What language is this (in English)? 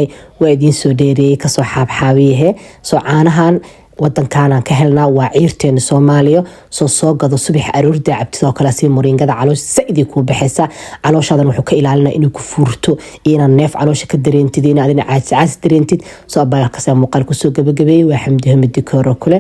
Somali